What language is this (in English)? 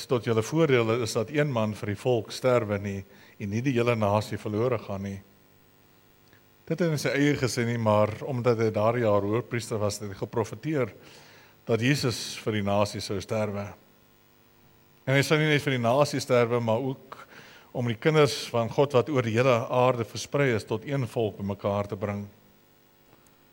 Afrikaans